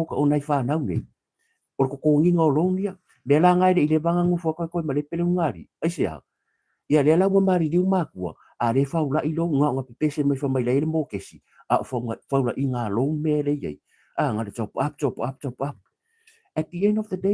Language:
Samoan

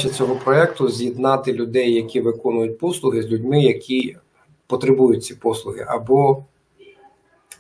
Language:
Ukrainian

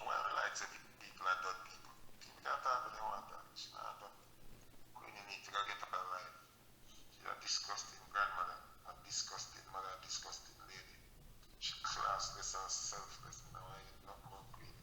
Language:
Jamaican Creole English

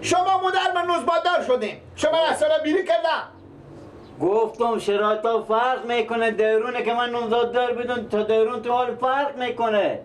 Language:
Persian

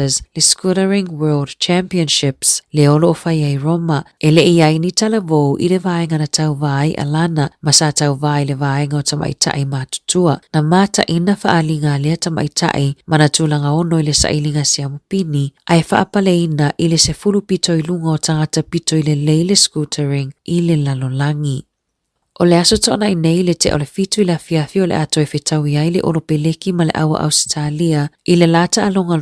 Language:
Samoan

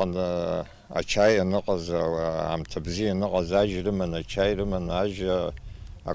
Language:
Abkhazian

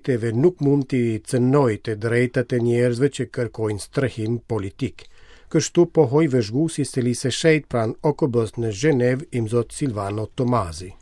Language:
Albanian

